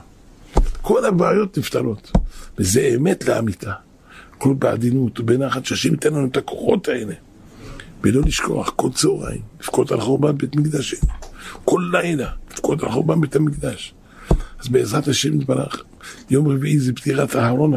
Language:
Hebrew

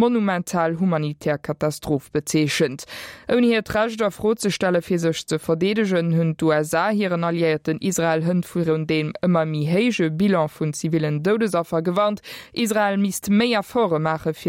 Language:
Luxembourgish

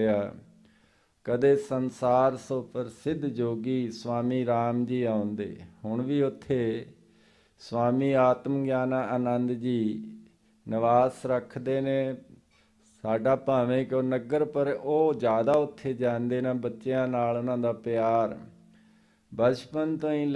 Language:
Punjabi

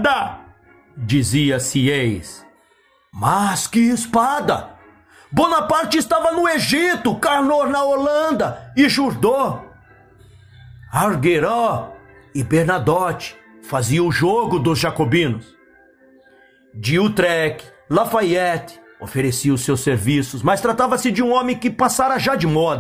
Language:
Portuguese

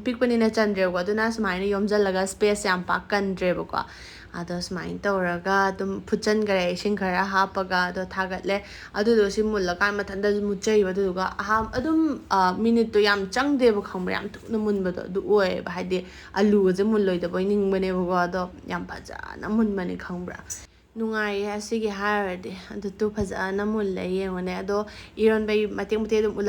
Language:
Manipuri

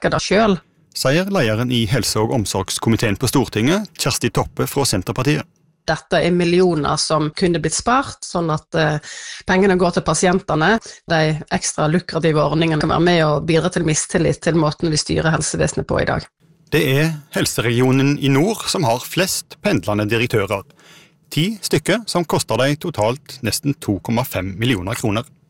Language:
Norwegian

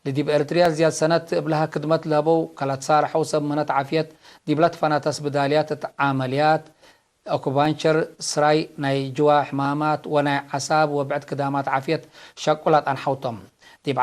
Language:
Tigre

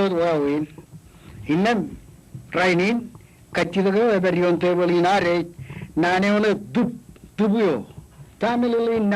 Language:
Marshallese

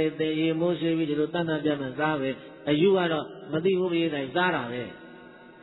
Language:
Burmese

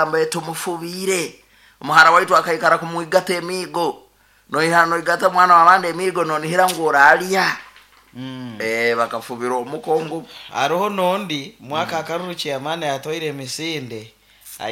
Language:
Nyoro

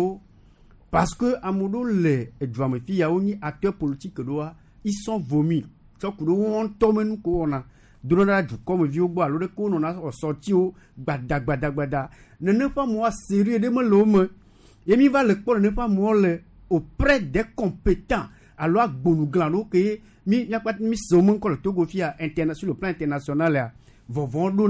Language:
Gen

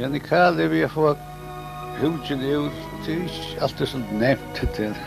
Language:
Faroese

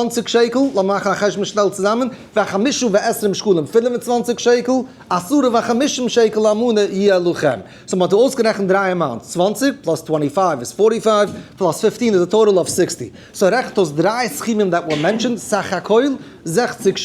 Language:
Yiddish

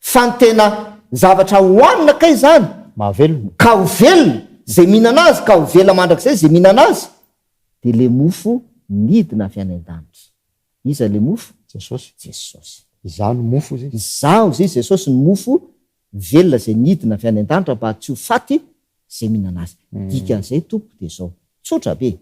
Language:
Malagasy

